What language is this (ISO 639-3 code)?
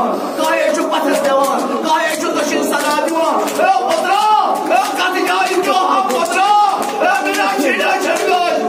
kas